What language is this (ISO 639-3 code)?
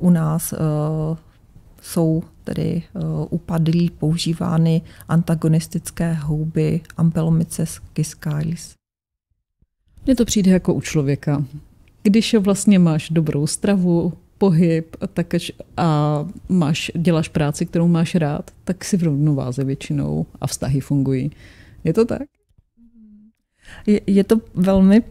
ces